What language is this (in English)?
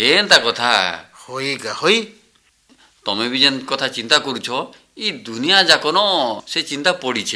Odia